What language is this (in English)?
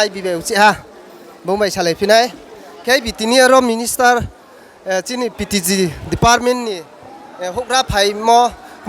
Riang (India)